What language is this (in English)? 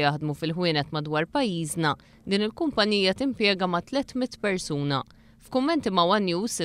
Maltese